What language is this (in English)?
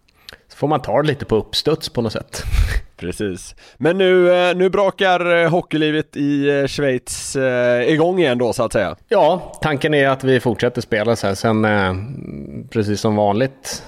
Swedish